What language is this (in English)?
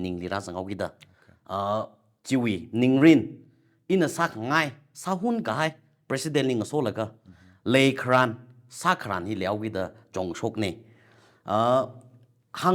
Tangkhul Naga (India)